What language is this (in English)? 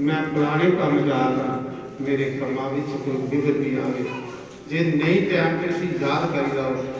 Dogri